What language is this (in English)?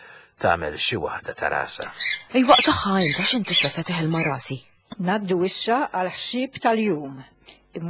Maltese